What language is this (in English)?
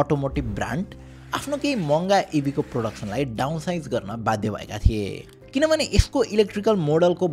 Nepali